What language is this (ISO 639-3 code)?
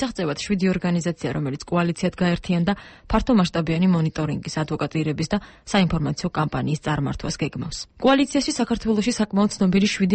kat